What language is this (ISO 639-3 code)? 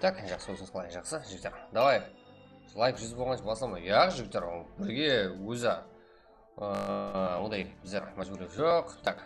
kaa